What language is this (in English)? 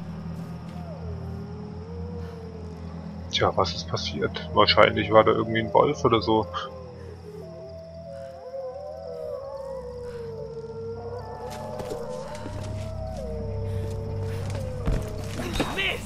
German